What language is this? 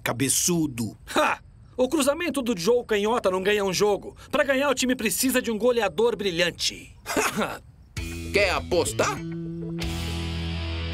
Portuguese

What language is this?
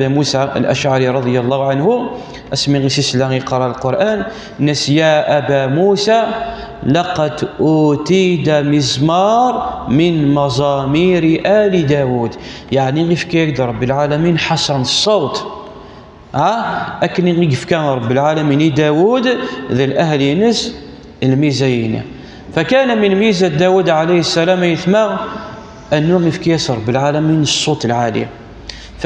Kabyle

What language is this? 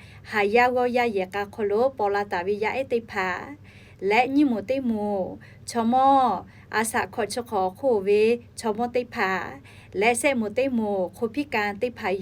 Lahu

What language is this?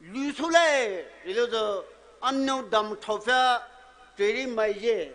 Poumei Naga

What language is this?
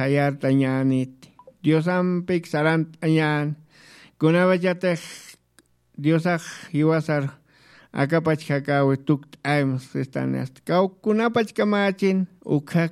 Aymara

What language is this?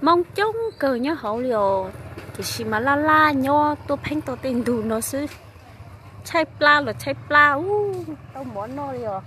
Hmong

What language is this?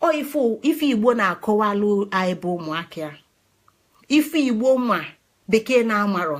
Igbo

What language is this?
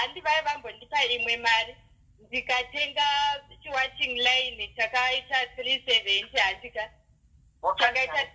Shona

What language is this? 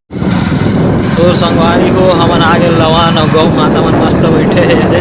Chhattisgarhi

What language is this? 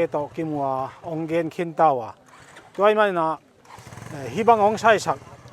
Paite Chin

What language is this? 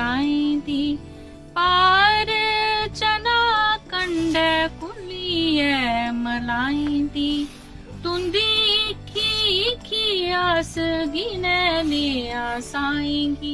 Dogri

